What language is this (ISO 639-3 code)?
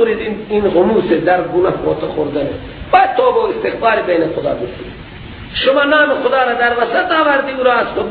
fas